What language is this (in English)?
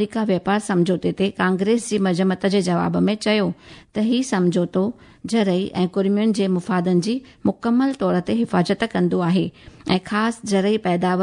Sindhi